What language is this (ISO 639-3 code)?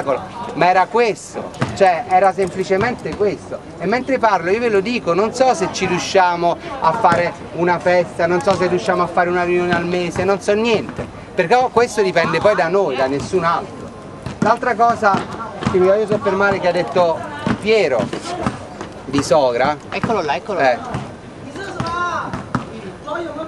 ita